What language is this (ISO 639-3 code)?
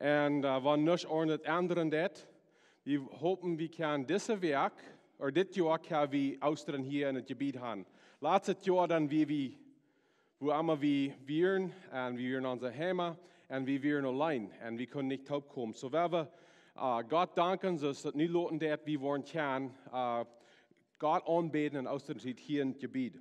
pdt